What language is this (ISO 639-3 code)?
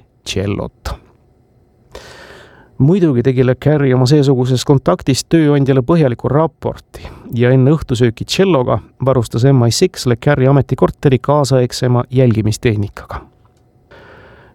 est